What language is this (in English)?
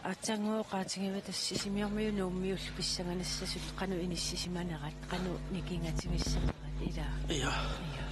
Kalaallisut